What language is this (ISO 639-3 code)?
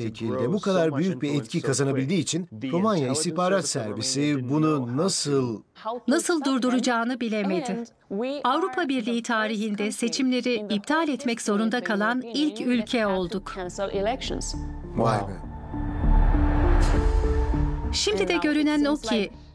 tur